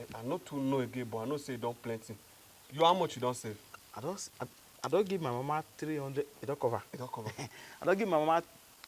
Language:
Nigerian Pidgin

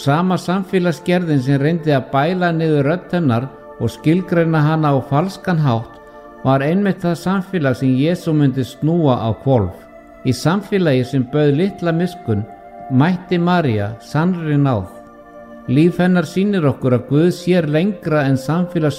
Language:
Icelandic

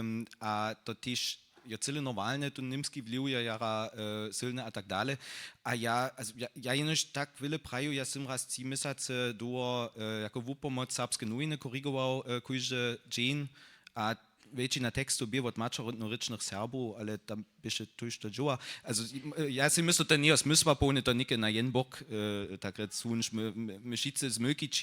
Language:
Upper Sorbian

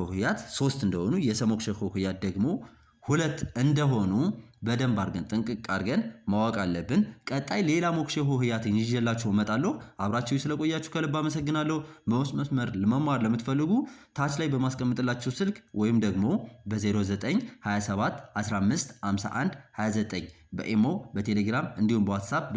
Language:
Amharic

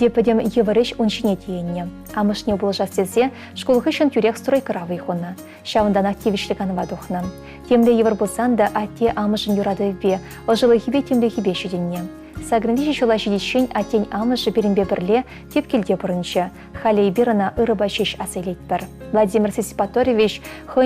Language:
Chuvash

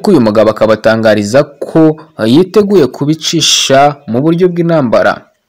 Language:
Kinyarwanda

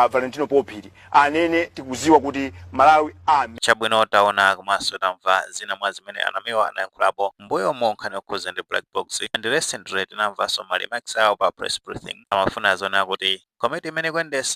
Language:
Nyanja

